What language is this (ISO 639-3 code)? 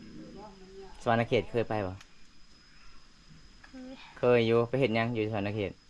lao